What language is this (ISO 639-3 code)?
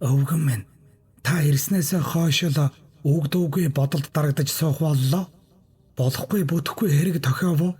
mon